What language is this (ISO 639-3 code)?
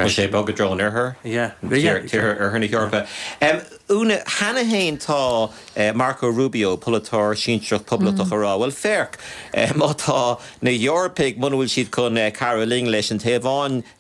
gle